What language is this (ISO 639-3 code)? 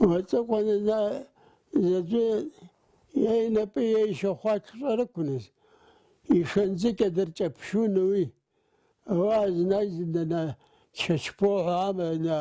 abk